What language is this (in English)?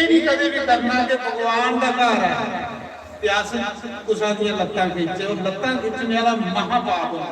Dogri